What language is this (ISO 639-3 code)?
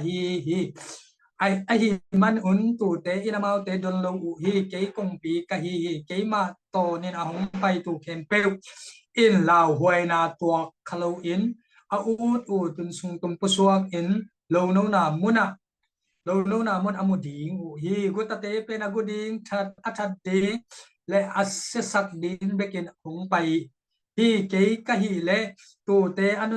ctd